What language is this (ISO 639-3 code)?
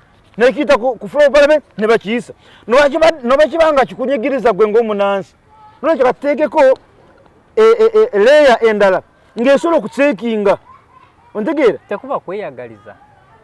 lug